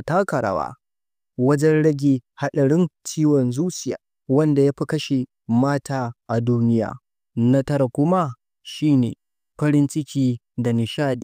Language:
Hausa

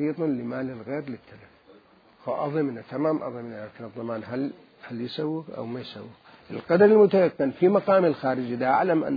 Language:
Mesopotamian Arabic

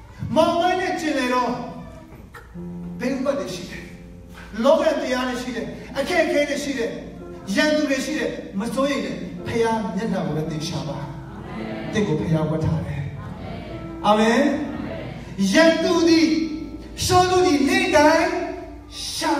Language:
Burmese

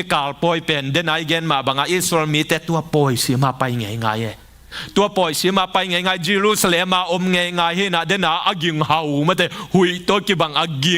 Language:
Tedim Chin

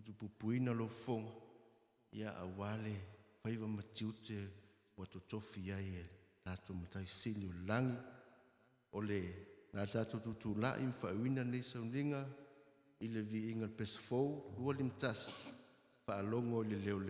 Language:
Samoan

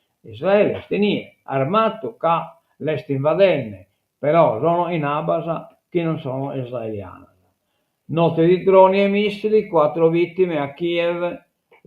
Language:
Sardinian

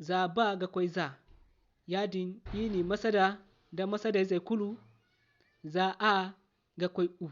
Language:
Zarma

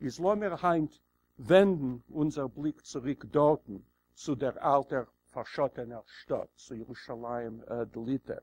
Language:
Yiddish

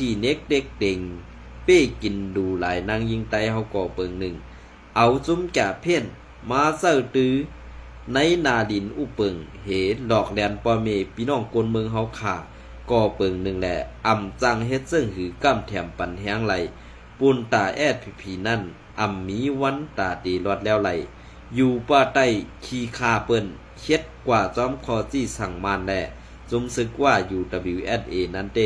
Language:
Shan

